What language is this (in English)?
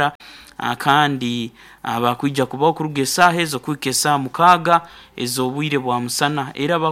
Nyankole